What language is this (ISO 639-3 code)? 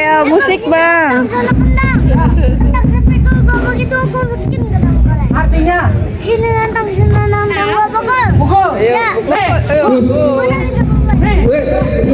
bew